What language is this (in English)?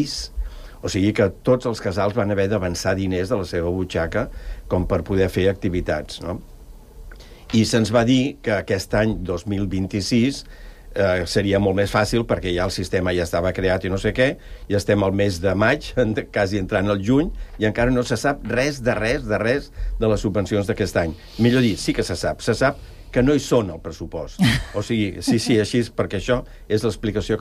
Catalan